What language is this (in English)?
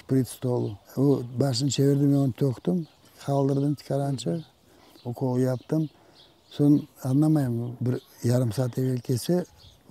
Crimean Tatar